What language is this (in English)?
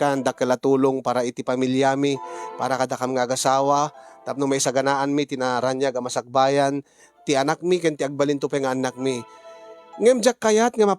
Iloko